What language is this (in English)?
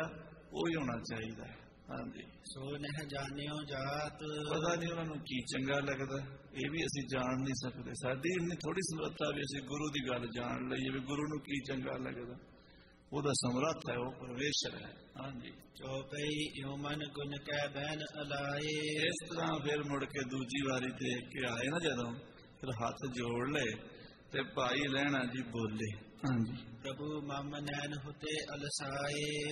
Punjabi